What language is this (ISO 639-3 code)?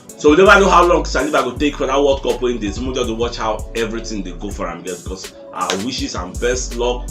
pcm